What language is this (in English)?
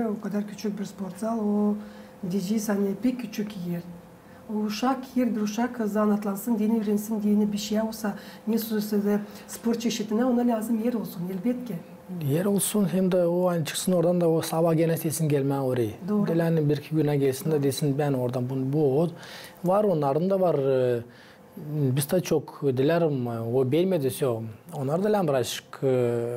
Gagauz